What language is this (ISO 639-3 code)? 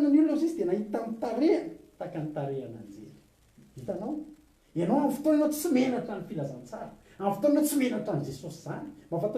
mlg